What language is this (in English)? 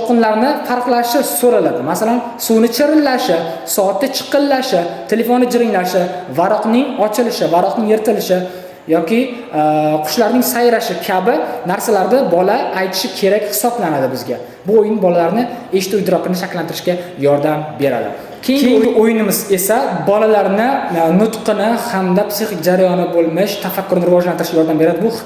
Uzbek